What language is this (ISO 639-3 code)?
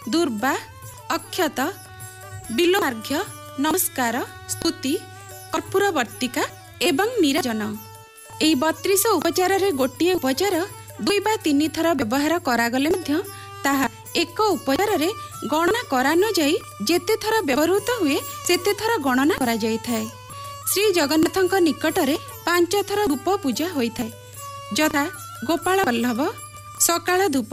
ori